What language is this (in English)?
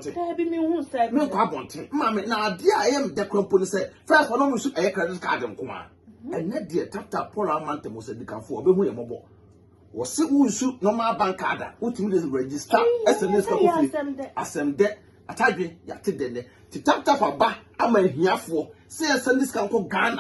Akan